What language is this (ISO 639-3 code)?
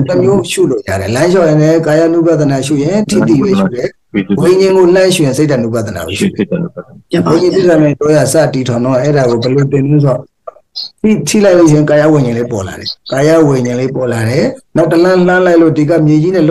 mya